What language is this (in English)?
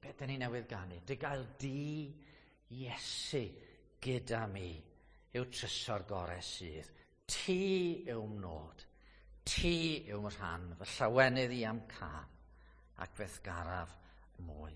Welsh